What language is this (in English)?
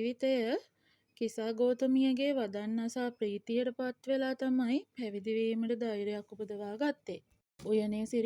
Sinhala